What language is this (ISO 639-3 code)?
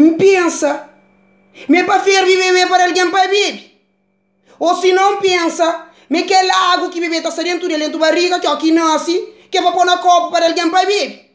kea